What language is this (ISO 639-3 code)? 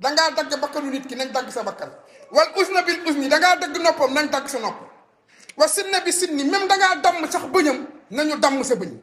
wol